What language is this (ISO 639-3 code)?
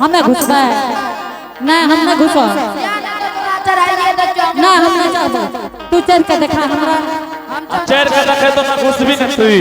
anp